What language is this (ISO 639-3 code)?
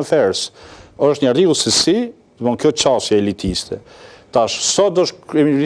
sqi